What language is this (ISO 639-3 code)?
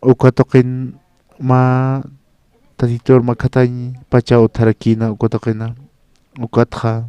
aym